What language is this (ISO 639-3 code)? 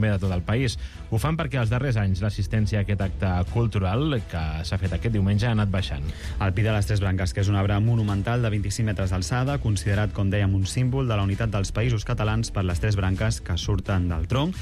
cat